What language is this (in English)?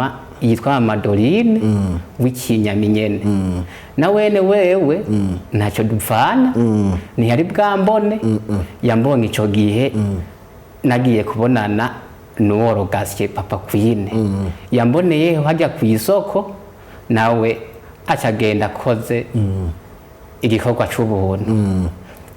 Rundi